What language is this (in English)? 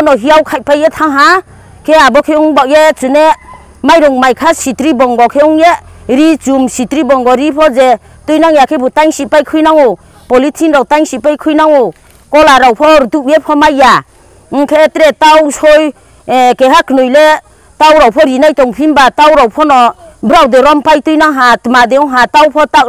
Kok Borok